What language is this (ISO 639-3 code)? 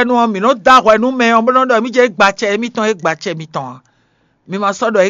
fon